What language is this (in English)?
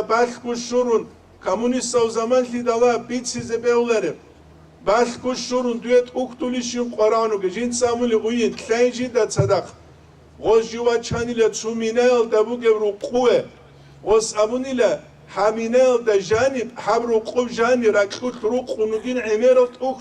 Avaric